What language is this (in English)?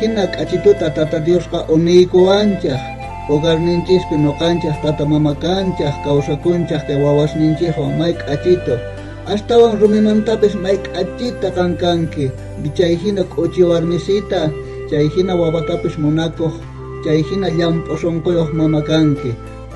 South Bolivian Quechua